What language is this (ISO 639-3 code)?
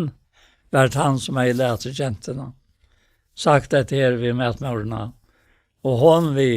fao